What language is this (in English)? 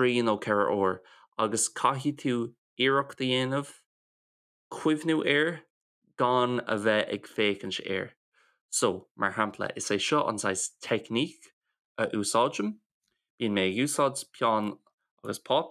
Irish